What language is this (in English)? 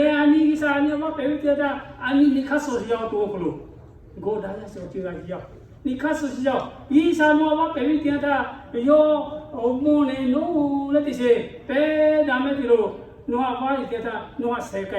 Lahu